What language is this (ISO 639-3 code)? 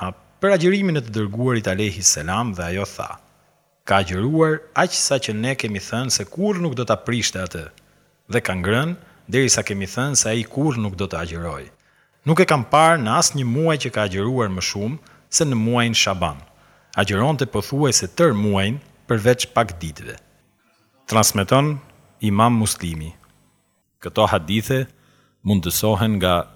sqi